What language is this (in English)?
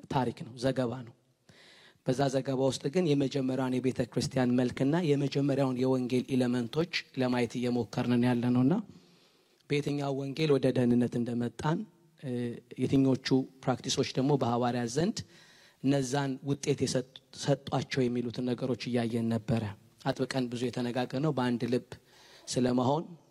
Amharic